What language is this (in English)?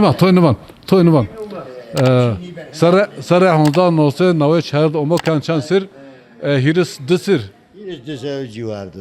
Zaza